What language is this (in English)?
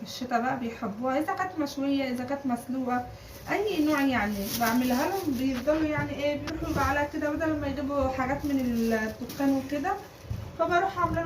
Egyptian Arabic